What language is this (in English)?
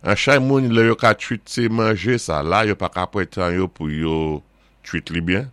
Saint Lucian Creole French